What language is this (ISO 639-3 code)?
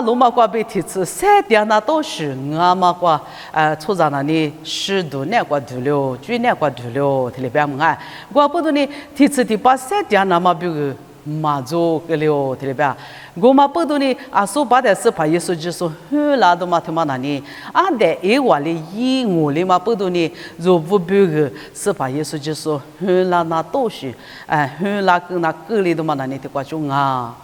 lis